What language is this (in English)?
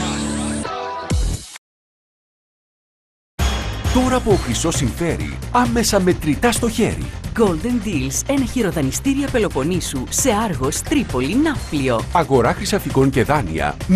Greek